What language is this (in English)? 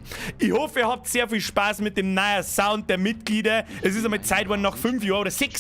Bavarian